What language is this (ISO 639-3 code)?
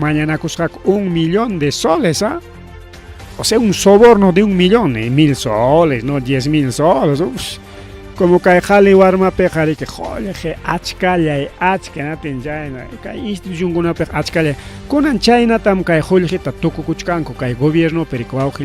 quy